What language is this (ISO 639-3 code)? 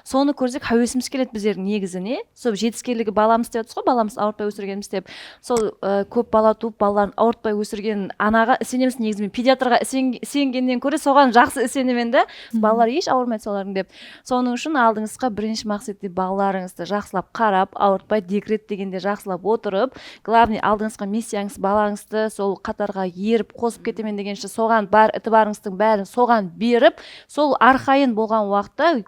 kaa